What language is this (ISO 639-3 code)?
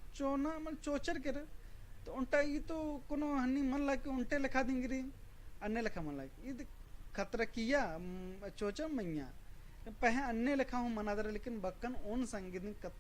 kru